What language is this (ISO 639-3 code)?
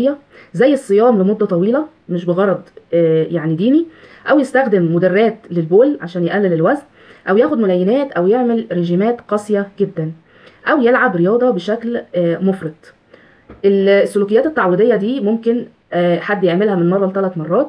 arz